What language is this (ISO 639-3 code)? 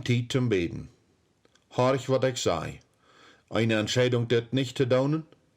pdt